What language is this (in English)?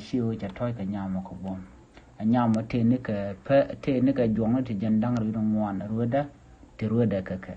Nuer